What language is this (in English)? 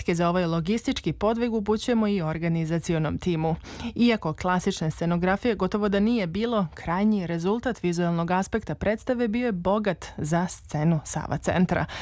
Serbian